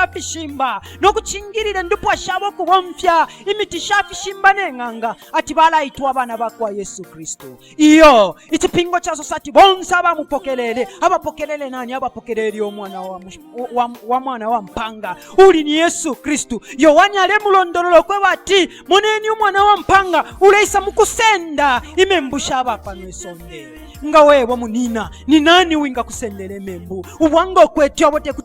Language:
Bemba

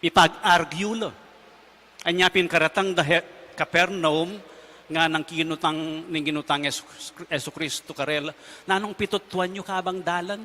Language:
Pampanga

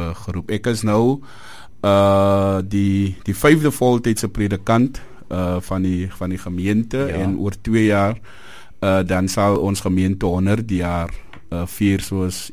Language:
Afrikaans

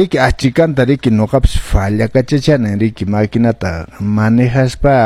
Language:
Quechua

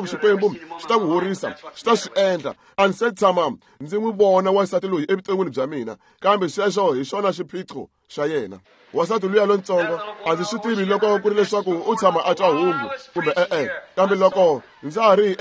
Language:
Tsonga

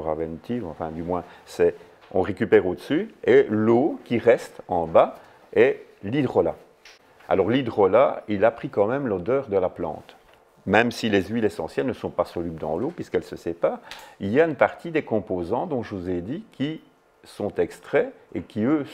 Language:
French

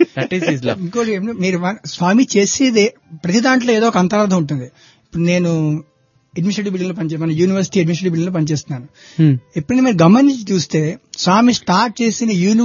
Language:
Telugu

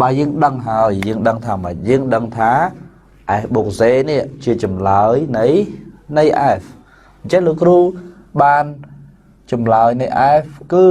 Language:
Khmer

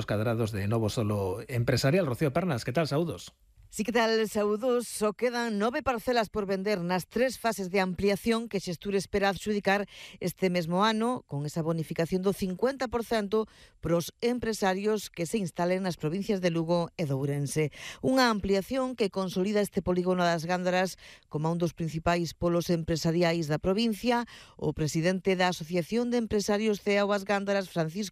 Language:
Galician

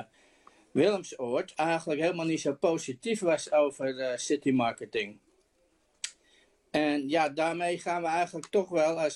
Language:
Dutch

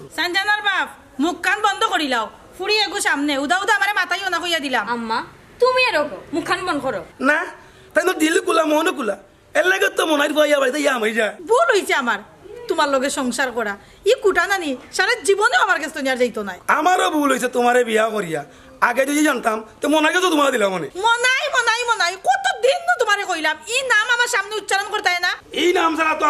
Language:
Sylheti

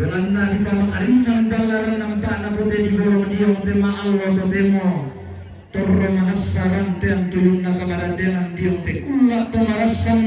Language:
Toraja-Sa'dan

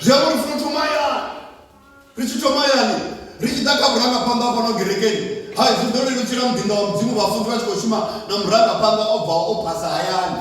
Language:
Venda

